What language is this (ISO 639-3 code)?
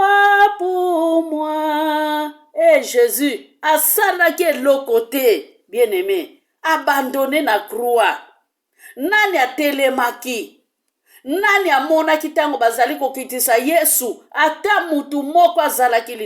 lin